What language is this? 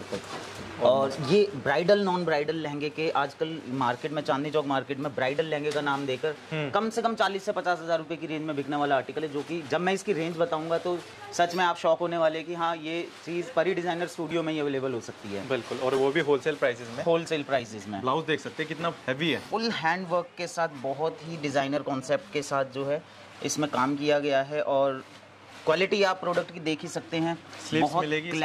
Hindi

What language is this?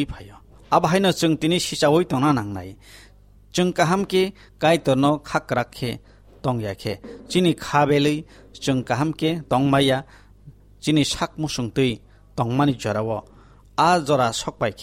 Kok Borok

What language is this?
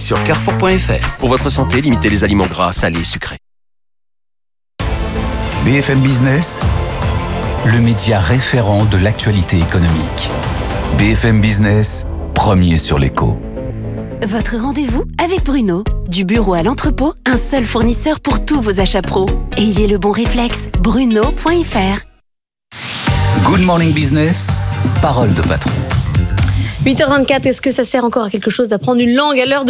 French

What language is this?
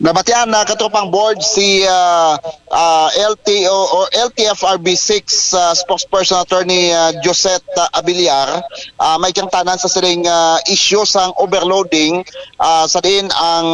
Hiligaynon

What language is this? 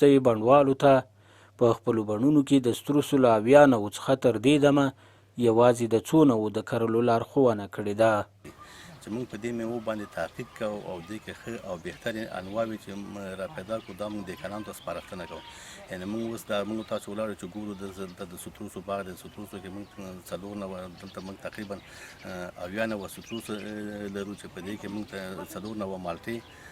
Pashto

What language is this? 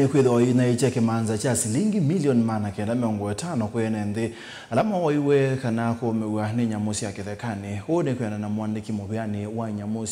Kamba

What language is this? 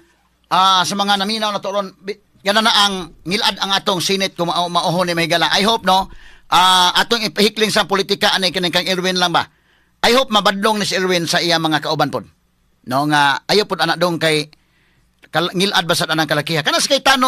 Cebuano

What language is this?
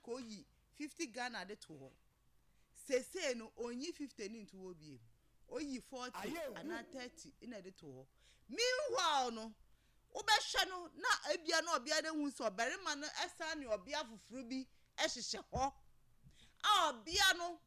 Akan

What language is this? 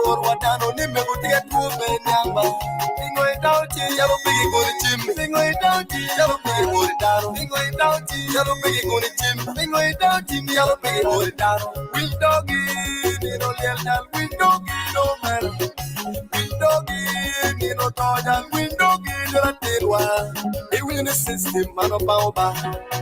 Acoli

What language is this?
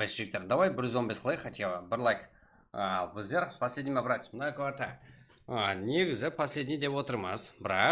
Kara-Kalpak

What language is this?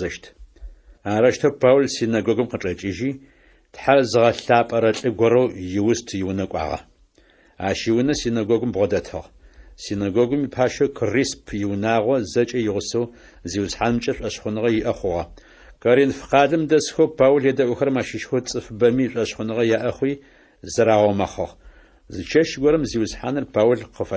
Adyghe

